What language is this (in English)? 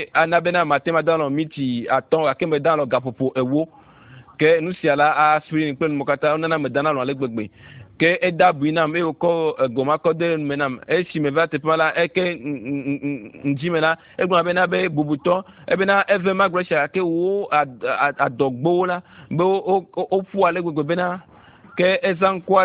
Ewe